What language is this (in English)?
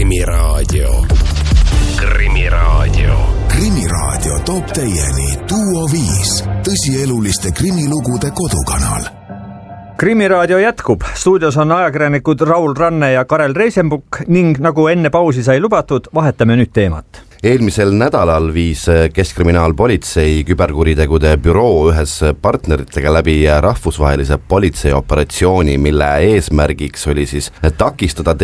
Estonian